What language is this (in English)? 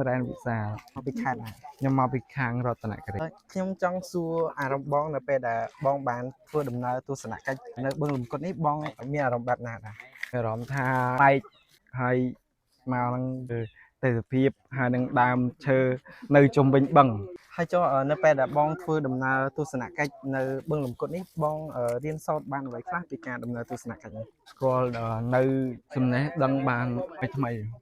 Khmer